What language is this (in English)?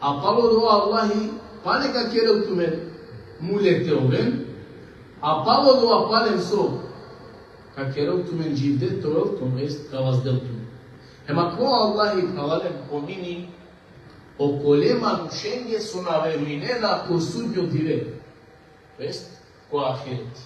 Balkan Romani